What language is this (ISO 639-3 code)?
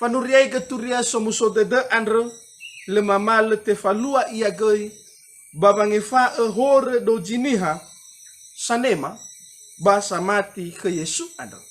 nia